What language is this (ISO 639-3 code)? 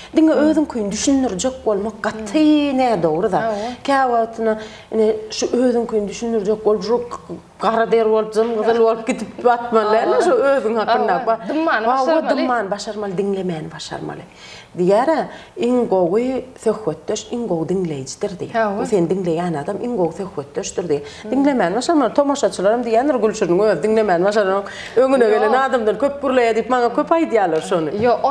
tuk